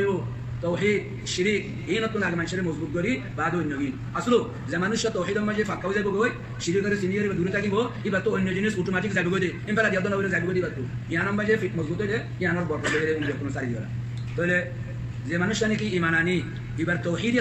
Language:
Rohingya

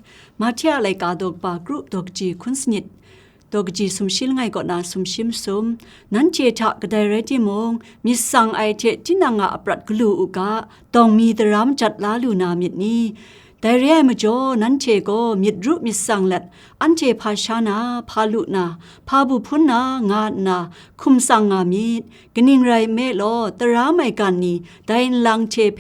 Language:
Kachin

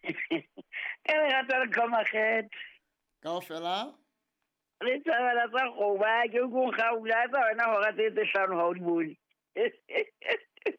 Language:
Southern Sotho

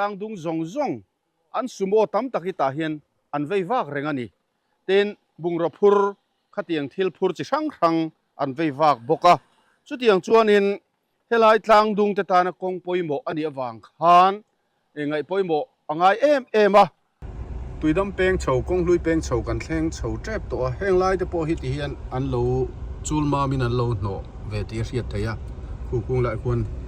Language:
Mizo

